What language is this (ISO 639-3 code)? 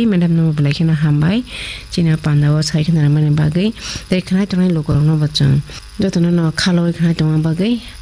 trp